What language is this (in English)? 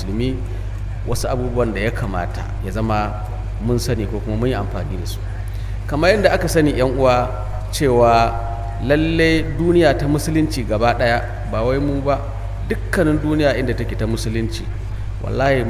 Hausa